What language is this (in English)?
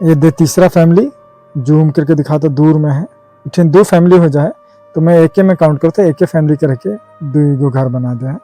Sadri